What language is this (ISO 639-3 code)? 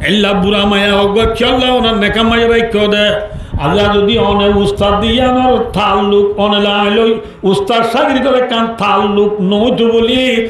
rhg